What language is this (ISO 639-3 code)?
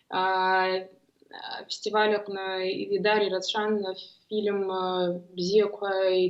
abk